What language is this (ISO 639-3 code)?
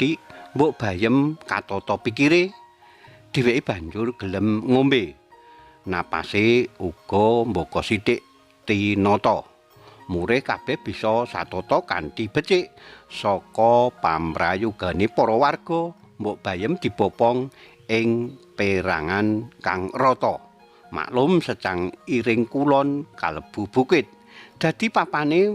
jav